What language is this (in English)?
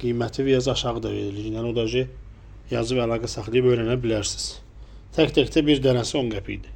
Azerbaijani